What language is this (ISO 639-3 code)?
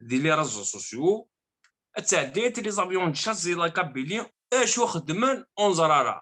kab